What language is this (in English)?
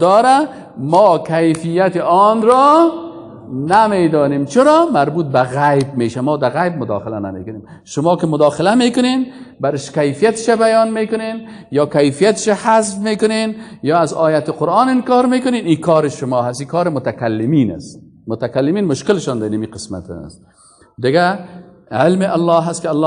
Persian